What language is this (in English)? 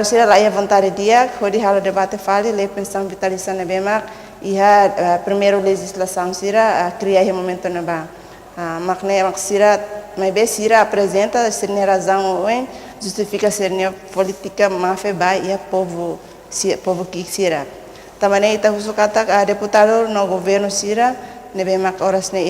Tetum